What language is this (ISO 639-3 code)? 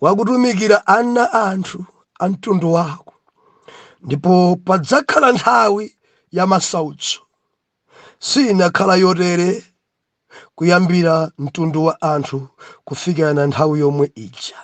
nya